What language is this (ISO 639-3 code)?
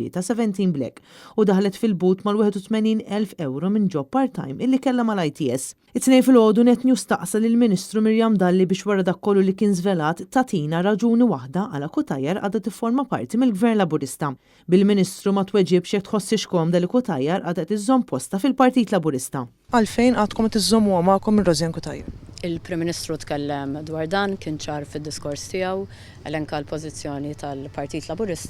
mlt